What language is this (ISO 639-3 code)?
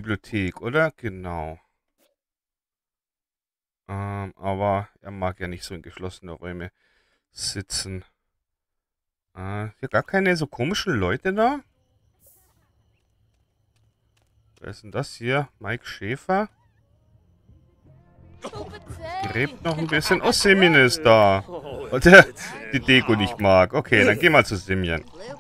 deu